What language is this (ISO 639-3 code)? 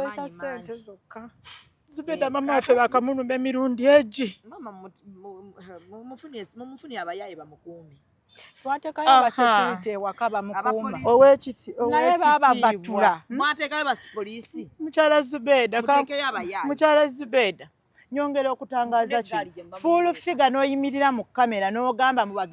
lug